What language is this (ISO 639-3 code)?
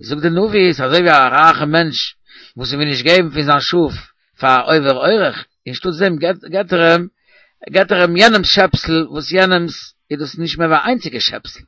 yid